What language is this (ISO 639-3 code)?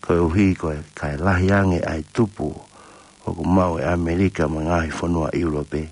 ton